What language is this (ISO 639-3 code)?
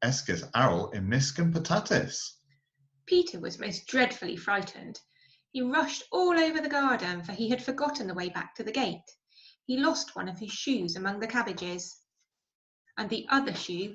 cor